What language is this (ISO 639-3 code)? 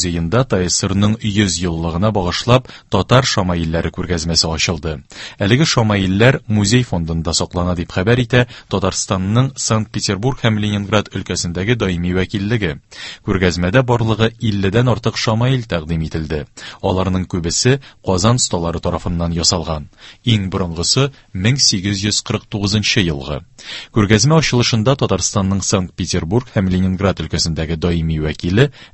tat